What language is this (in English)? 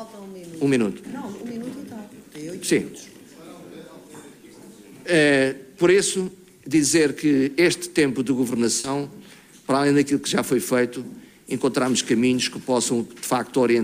Portuguese